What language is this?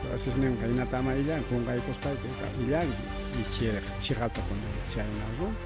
Ayacucho Quechua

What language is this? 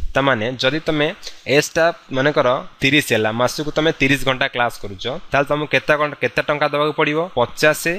Odia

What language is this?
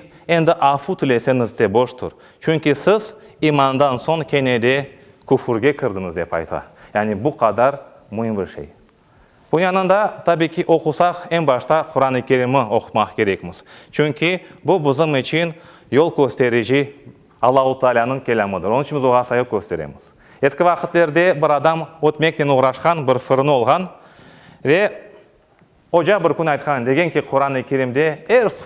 Crimean Tatar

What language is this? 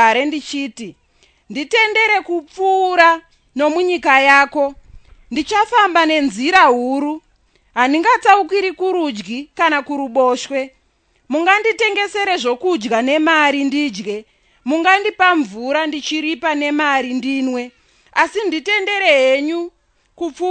Shona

